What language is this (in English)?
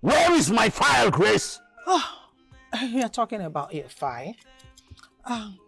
Nigerian Pidgin